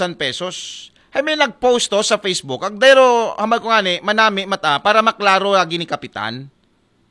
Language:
Aklanon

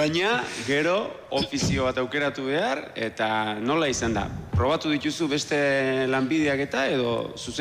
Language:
Basque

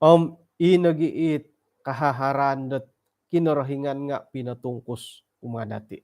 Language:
Central Dusun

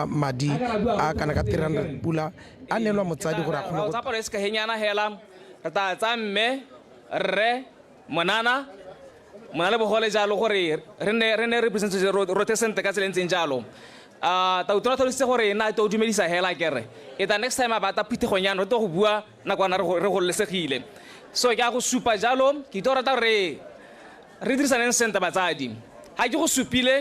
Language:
Tswana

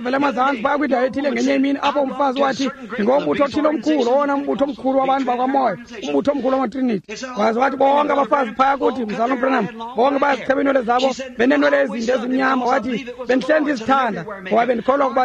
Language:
Xhosa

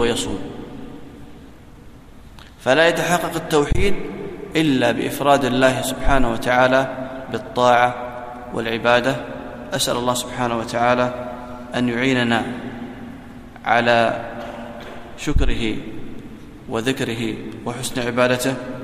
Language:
Arabic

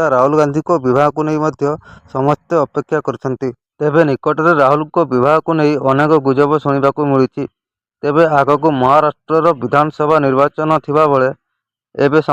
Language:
Odia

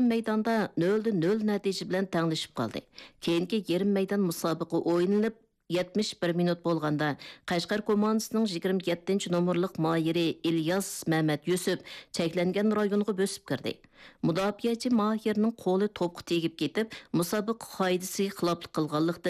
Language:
Uyghur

